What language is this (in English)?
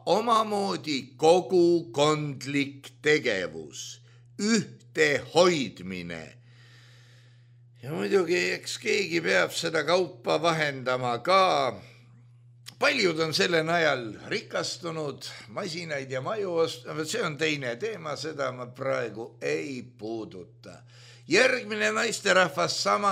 Estonian